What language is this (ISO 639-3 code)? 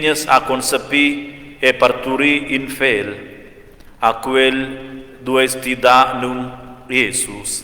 roh